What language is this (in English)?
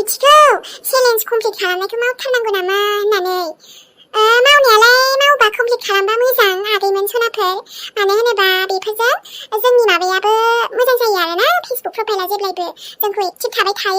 Bodo